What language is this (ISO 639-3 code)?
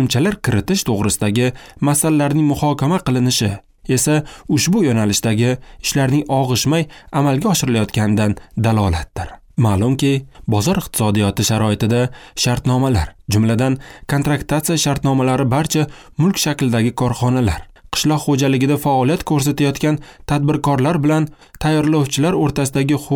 uzb